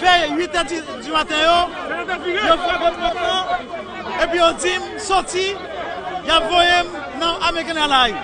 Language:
Haitian Creole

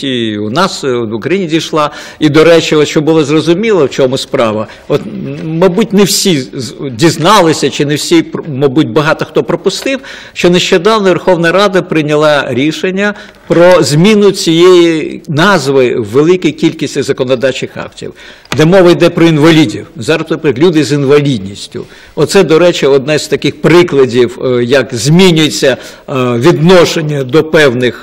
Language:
Ukrainian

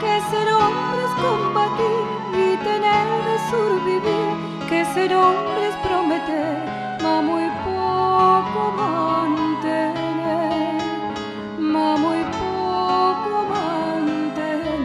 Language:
Ladino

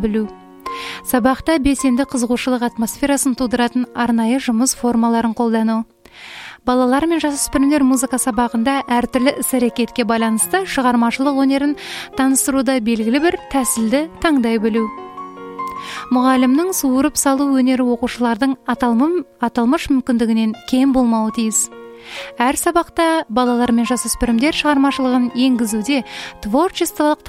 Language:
Kazakh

